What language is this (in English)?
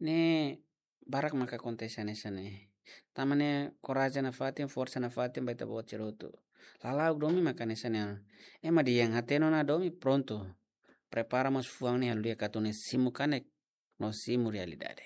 Tetum